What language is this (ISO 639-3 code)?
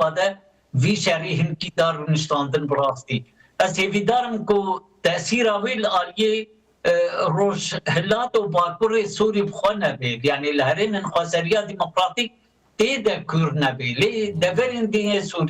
kur